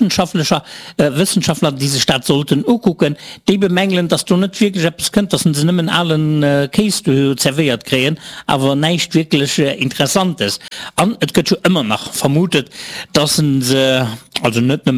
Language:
Luxembourgish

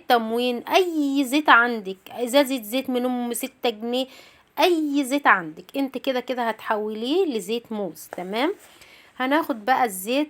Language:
Egyptian Arabic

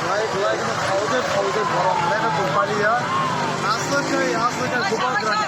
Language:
Kok Borok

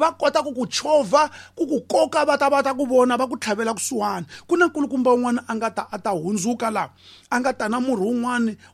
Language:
Tsonga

